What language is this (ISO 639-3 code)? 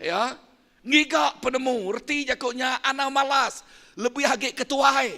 iba